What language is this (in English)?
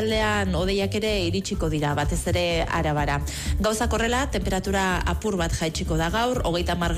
Basque